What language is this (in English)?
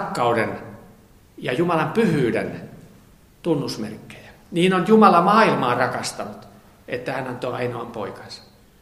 Finnish